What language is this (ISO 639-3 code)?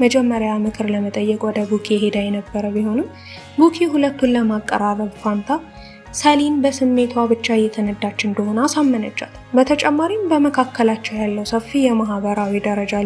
amh